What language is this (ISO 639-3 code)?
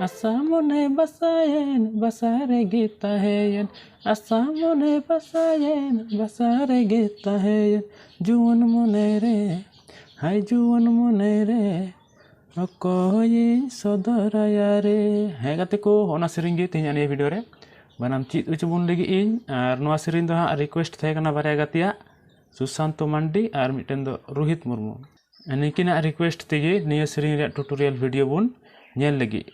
sat